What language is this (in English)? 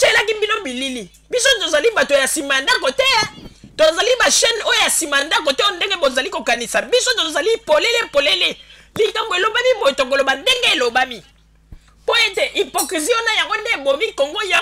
Lingala